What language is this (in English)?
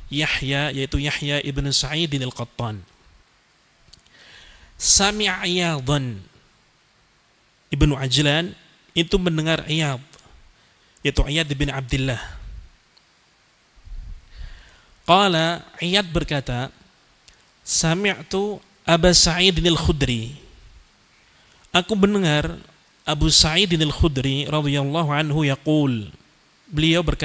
Indonesian